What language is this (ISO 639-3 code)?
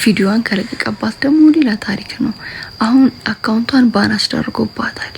amh